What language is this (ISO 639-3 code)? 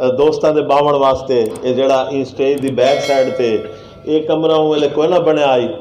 skr